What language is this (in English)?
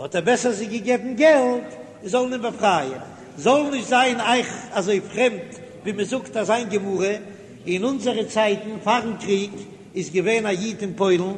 Yiddish